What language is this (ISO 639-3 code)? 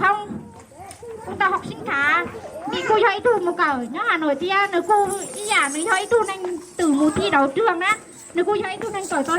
hmn